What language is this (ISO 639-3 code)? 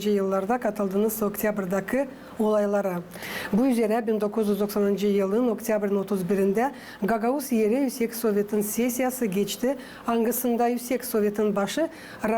gag